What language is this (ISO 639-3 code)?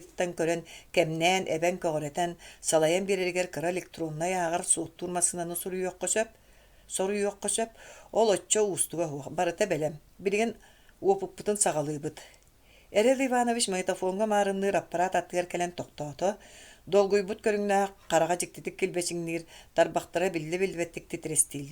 sah